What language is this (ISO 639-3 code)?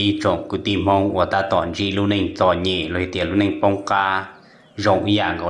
hmn